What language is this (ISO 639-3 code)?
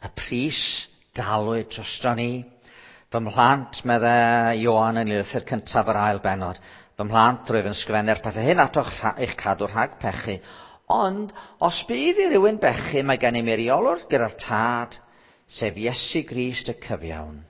cym